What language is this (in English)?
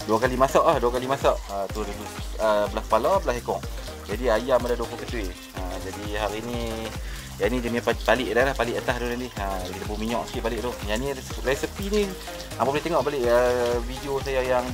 Malay